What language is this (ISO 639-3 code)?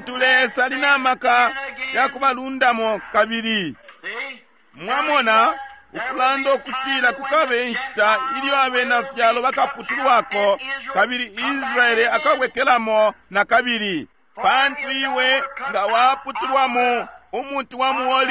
bem